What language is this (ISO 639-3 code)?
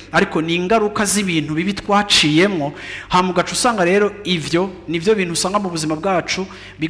run